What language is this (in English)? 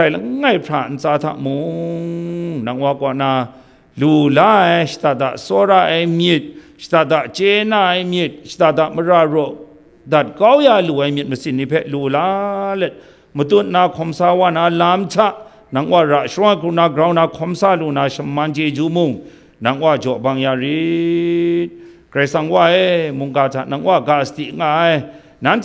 Kachin